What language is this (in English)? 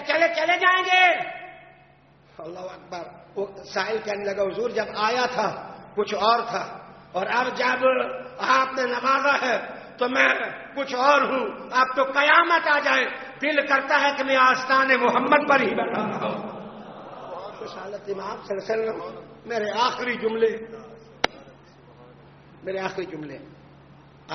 Urdu